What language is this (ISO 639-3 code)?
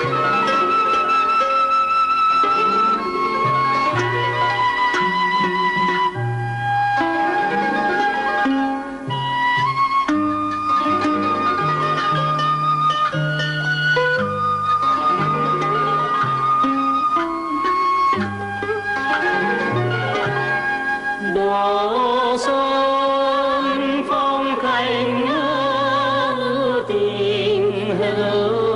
vie